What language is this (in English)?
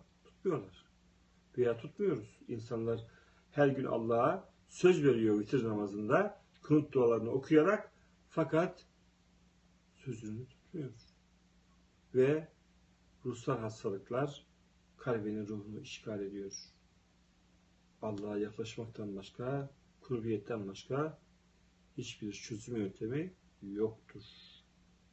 Turkish